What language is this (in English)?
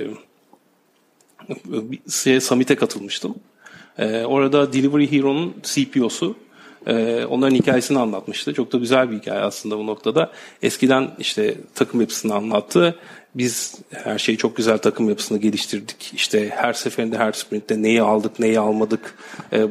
Turkish